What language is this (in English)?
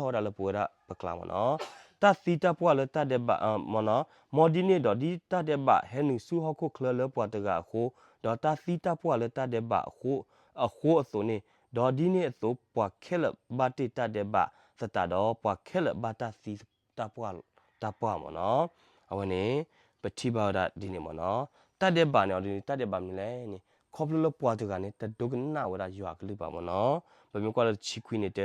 S'gaw Karen